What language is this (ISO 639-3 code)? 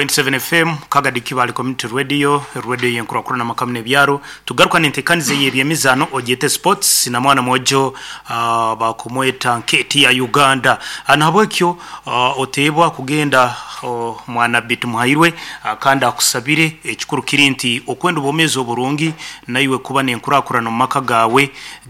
nyn